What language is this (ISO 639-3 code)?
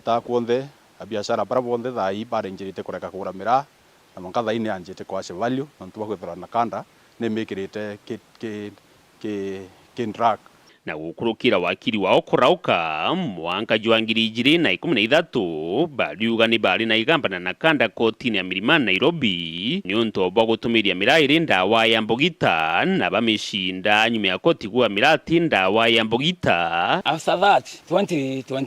mer